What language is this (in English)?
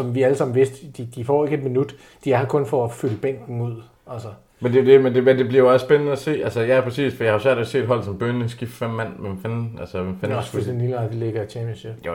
Danish